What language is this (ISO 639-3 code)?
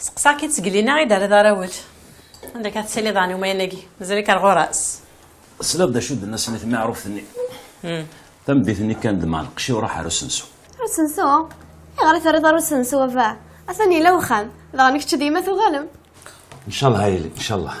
kab